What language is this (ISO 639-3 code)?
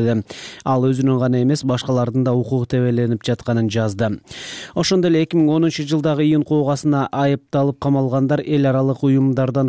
kir